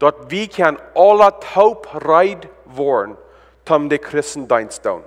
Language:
Plautdietsch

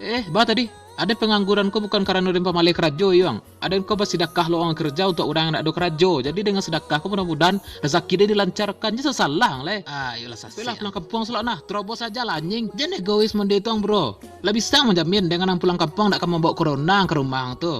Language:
Minangkabau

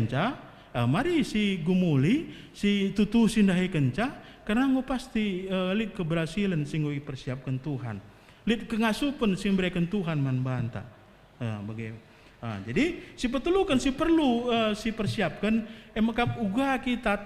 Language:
Batak Karo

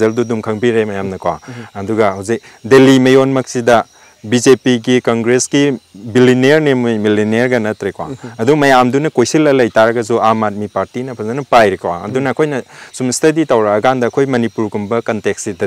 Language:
Manipuri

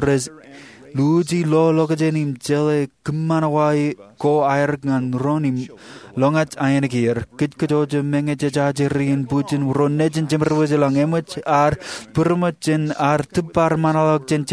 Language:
Marshallese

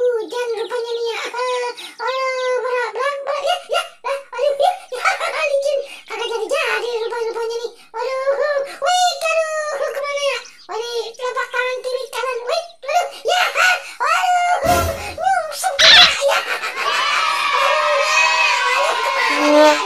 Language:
Betawi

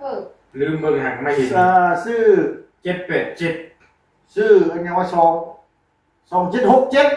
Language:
Northeastern Thai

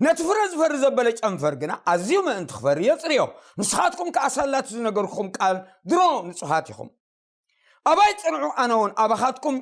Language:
Tigrinya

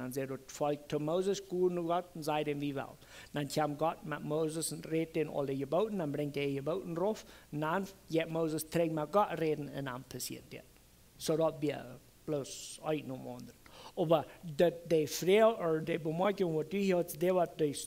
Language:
Plautdietsch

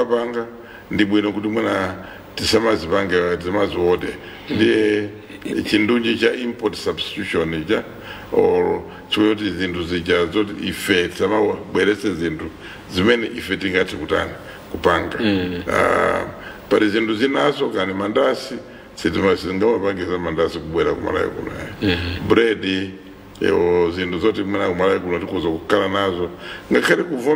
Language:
Nyanja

